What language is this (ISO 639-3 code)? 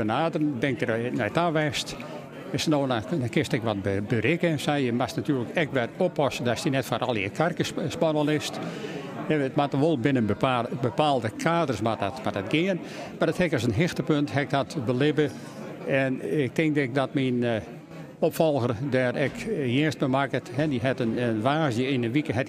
fry